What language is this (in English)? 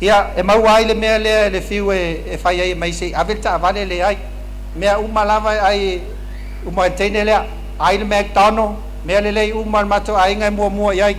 Samoan